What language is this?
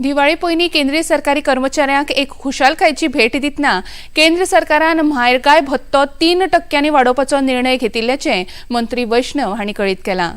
Konkani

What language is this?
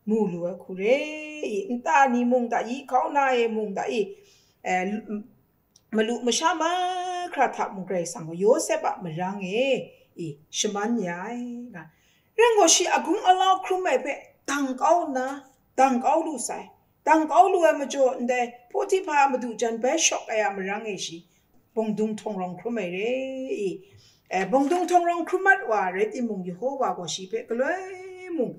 Kachin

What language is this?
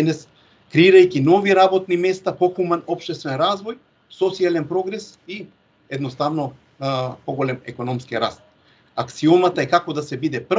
Macedonian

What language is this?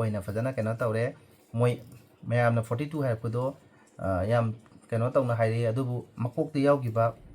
Manipuri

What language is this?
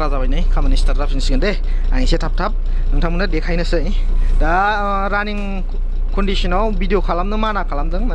Bodo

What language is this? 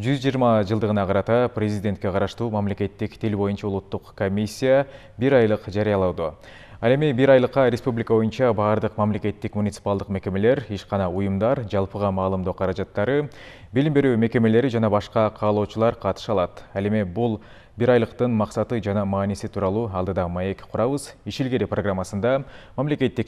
Kyrgyz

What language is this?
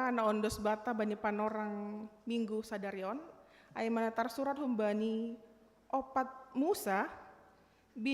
Batak Simalungun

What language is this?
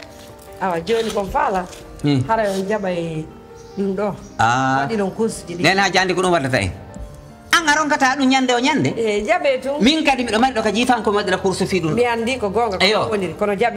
Pular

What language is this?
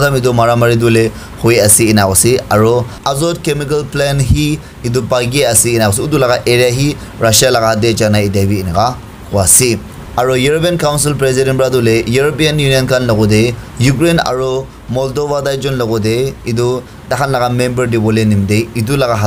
Naga Pidgin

